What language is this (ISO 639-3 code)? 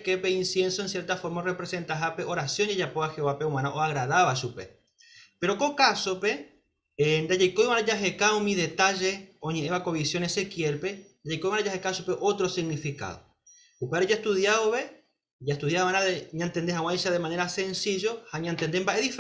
grn